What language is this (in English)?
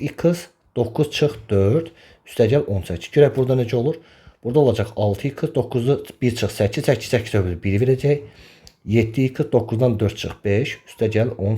Azerbaijani